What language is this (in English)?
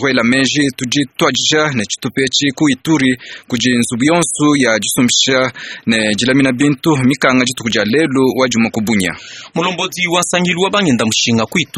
Luba-Lulua